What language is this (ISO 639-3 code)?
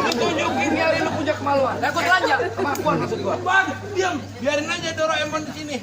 bew